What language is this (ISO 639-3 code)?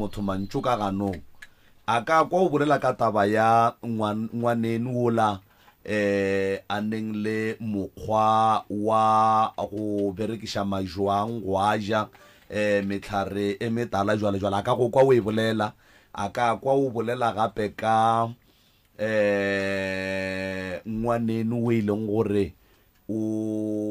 nso